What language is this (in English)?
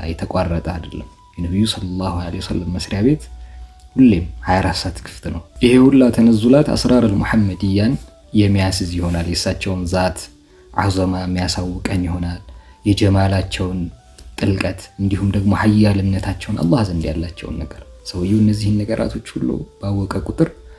Amharic